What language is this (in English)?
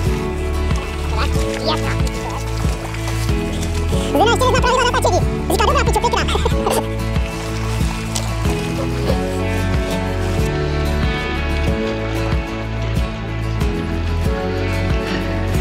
Czech